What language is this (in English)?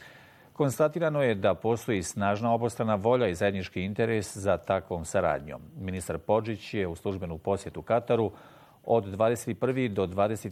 Bosnian